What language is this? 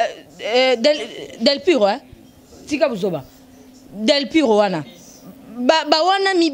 Lingala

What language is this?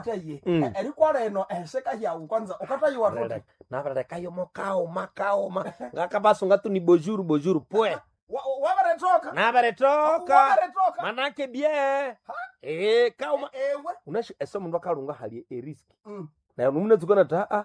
Nande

